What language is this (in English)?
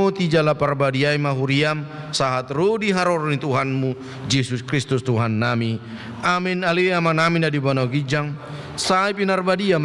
Batak Toba